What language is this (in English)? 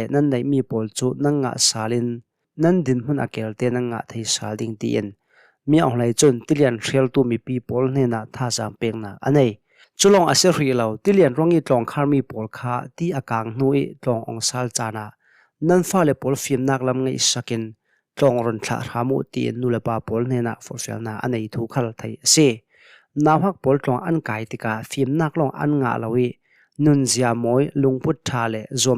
Hakha Chin